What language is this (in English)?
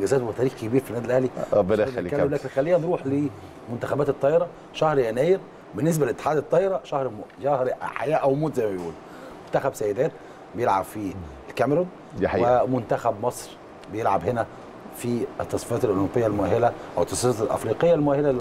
Egyptian Arabic